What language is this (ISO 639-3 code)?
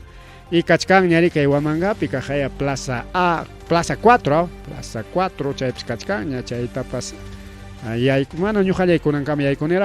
quy